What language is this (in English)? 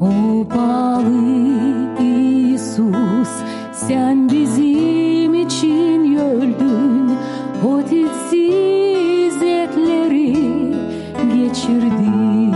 Gagauz